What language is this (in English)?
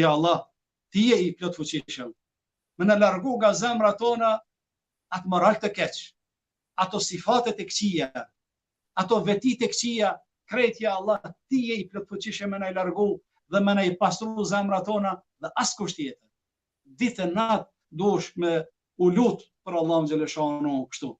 Albanian